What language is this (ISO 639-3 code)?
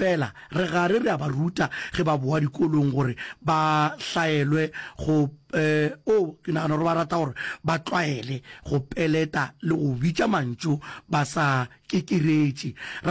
nso